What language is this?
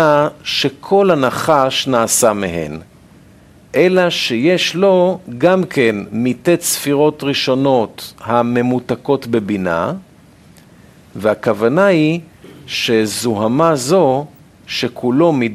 Hebrew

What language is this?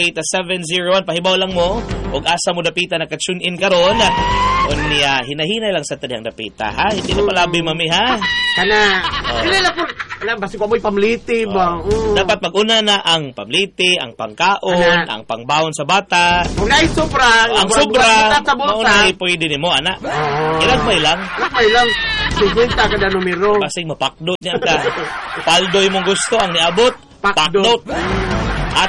Cebuano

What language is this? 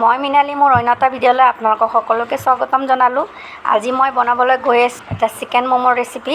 Assamese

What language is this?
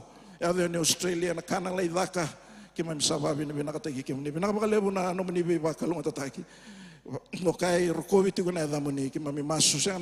Fijian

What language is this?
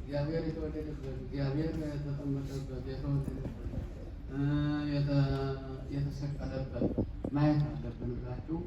Amharic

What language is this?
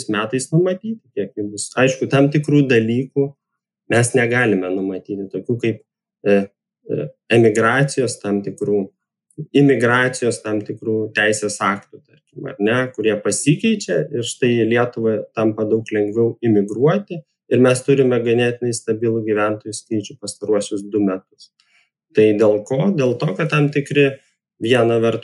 Lithuanian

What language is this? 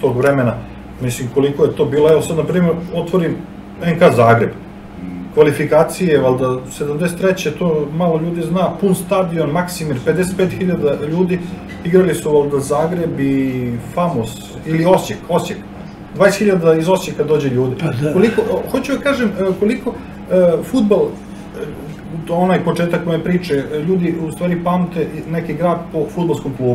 Serbian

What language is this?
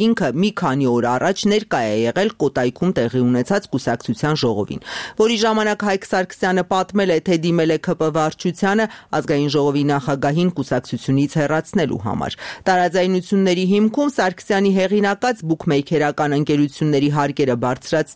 Armenian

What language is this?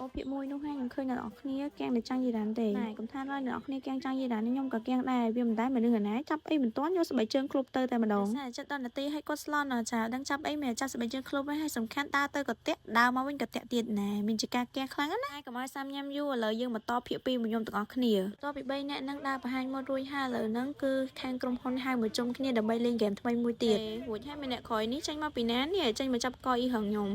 Khmer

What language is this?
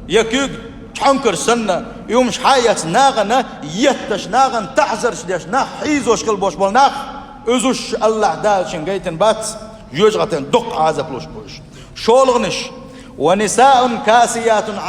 Chechen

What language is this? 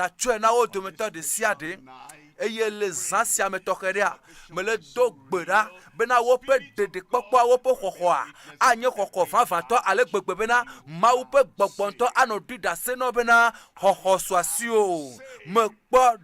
Ewe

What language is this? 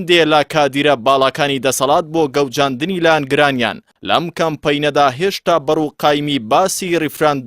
Central Kurdish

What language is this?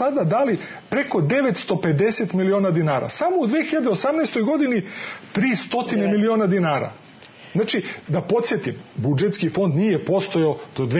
Serbian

